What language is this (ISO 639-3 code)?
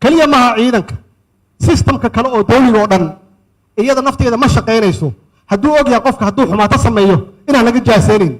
som